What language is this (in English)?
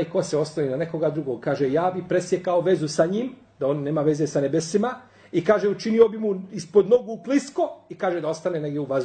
Bosnian